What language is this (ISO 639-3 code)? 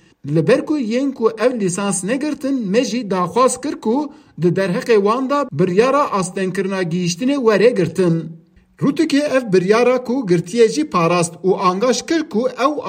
kur